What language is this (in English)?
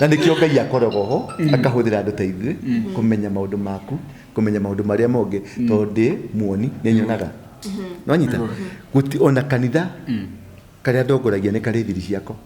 Kikuyu